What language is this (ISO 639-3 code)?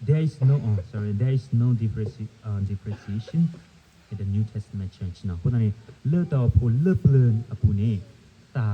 ksw